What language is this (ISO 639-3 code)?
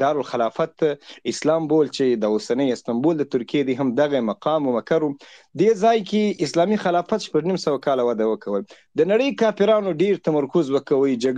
pus